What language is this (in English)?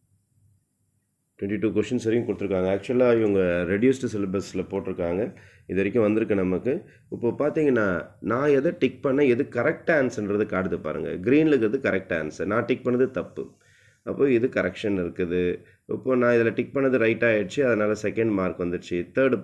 Tamil